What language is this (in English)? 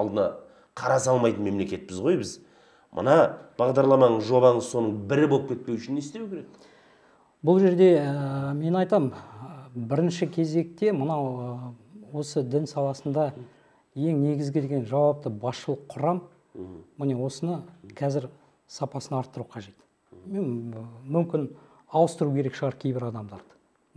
Kazakh